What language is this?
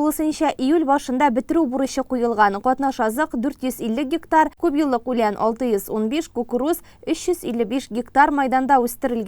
Tatar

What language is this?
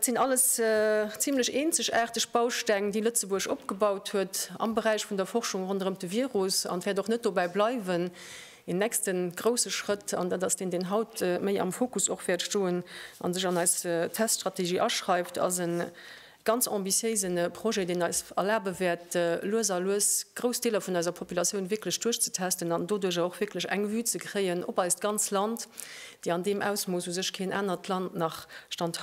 Luxembourgish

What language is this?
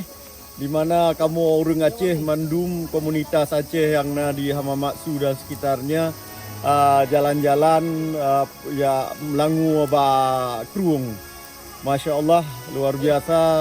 Achinese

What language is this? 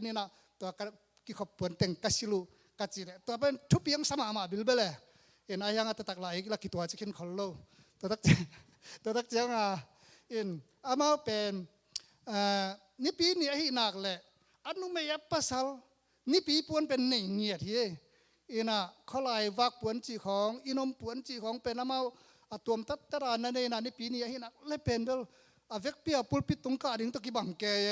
Tedim Chin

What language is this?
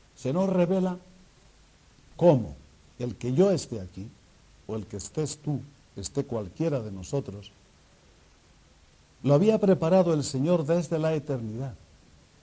Spanish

